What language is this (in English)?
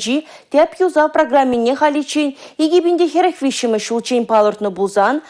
Chuvash